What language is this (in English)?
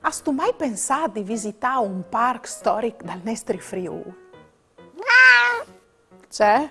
Friulian